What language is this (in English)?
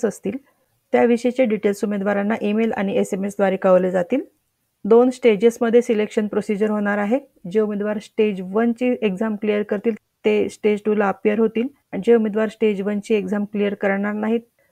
Marathi